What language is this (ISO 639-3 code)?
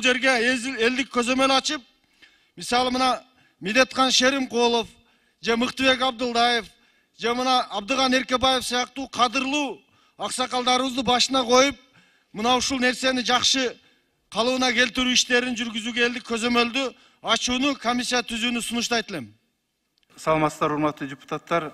kir